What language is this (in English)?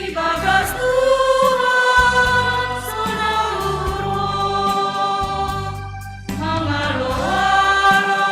Batak Simalungun